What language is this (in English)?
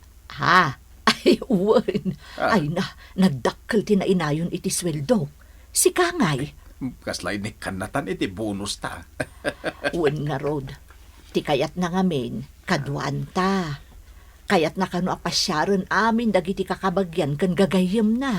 Iloko